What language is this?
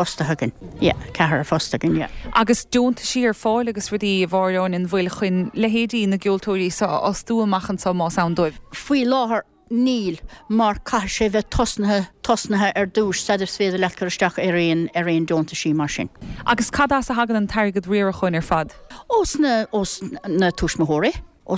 Irish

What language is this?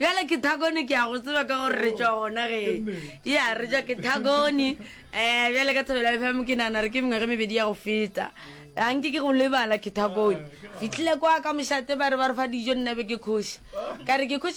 Northern Sotho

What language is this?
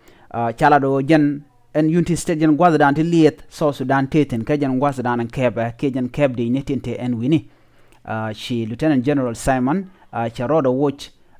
Nuer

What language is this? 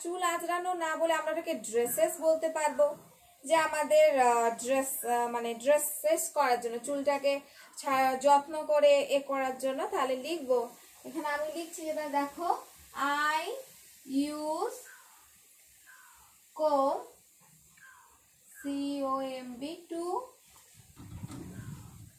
Bangla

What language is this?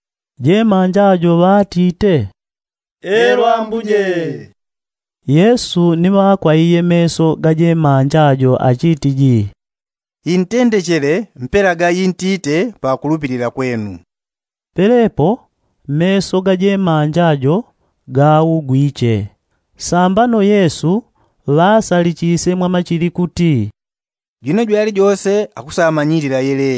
Yao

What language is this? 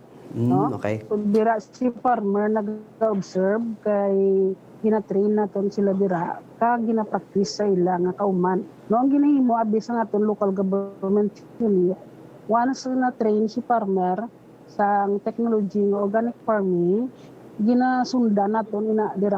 Hiligaynon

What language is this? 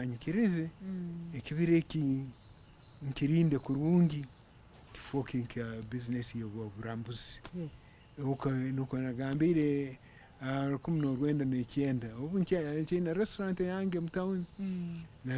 Nyankole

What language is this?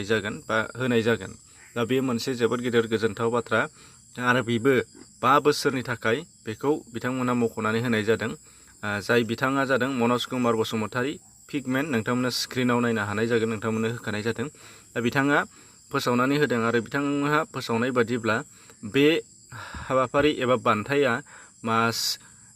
Bodo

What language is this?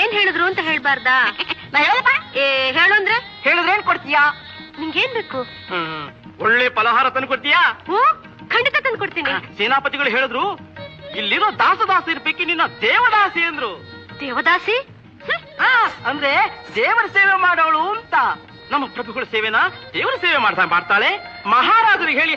Kannada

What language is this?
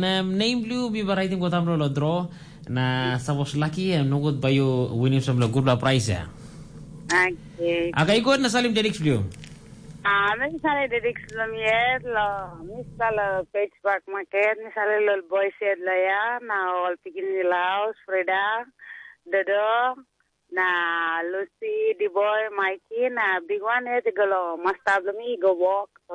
Tok Pisin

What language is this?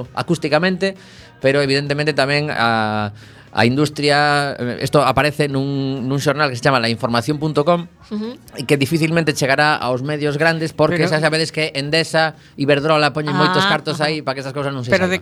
Galician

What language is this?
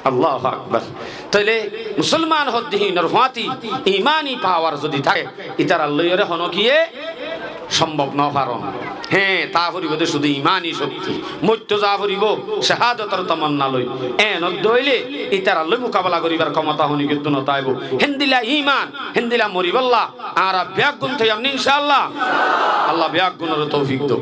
Rohingya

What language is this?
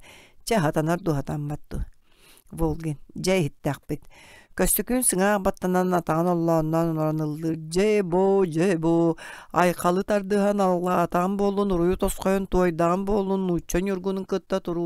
Yakut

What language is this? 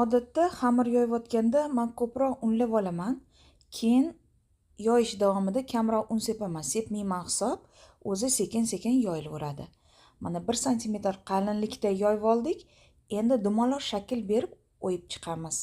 Uzbek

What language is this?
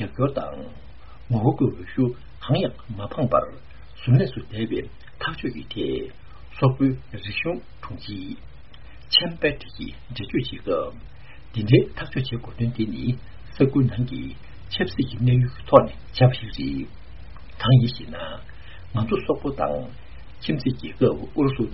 Tibetan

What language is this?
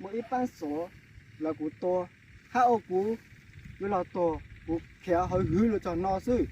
Hmong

